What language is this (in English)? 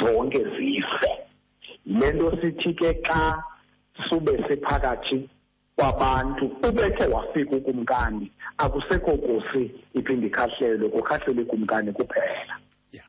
Xhosa